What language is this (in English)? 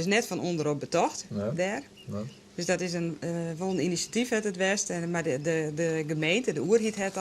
Western Frisian